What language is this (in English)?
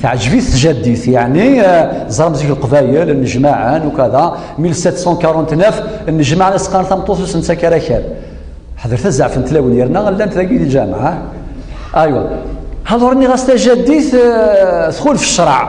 Kabyle